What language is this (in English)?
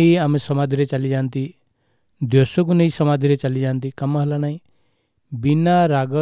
Odia